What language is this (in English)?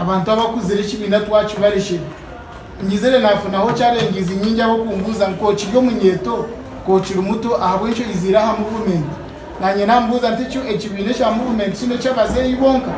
Nyankole